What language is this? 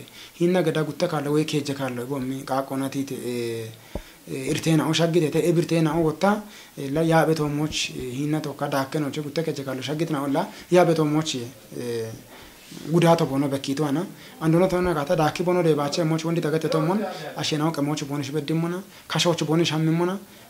Kafa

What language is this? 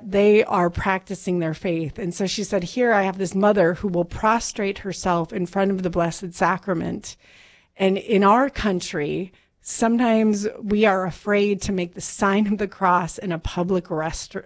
English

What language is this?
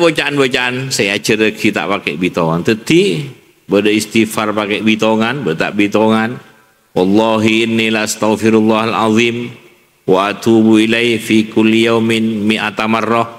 Madurese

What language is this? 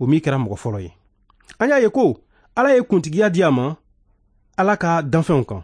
Bambara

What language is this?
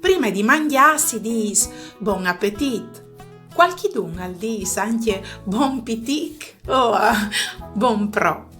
Friulian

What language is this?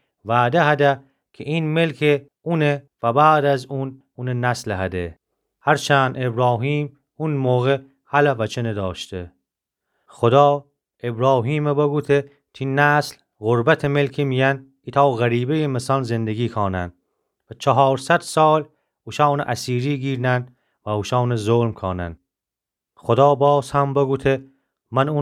Gilaki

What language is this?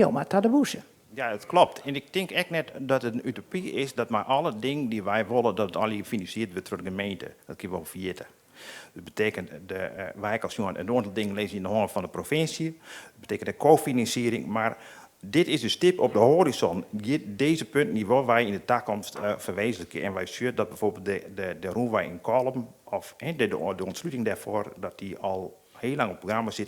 Western Frisian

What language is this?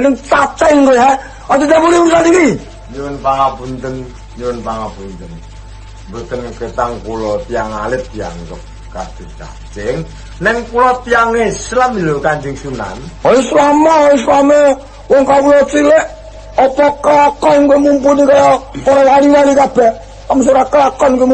Javanese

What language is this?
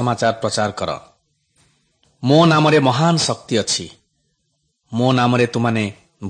Odia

